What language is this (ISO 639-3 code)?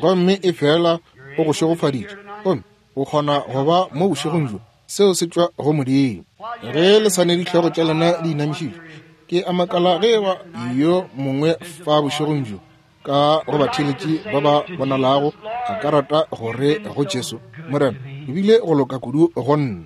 nso